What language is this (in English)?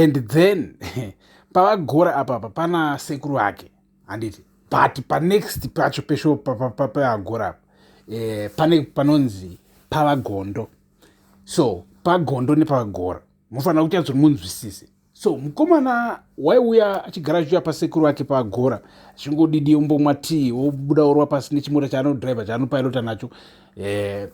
Shona